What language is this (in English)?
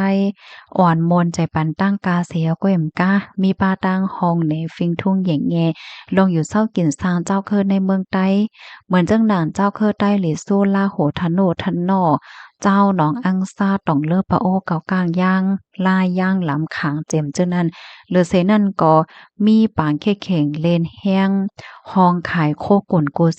Shan